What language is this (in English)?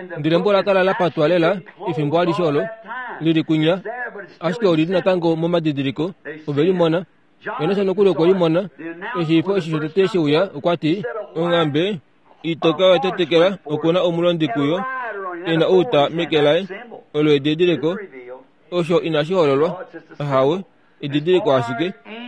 Kuanyama